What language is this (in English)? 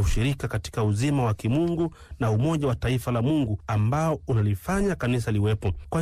Swahili